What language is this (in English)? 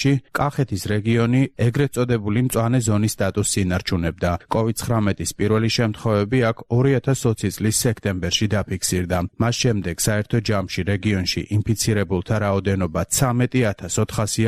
Georgian